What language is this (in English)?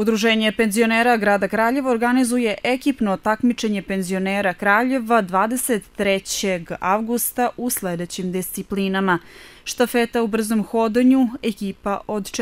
Serbian